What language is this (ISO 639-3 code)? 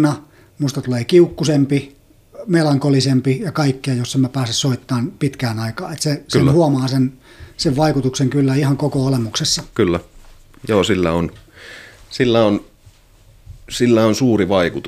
fin